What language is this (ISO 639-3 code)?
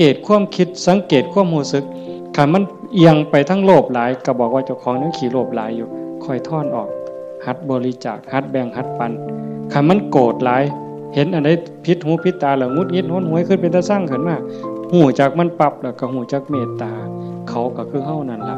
tts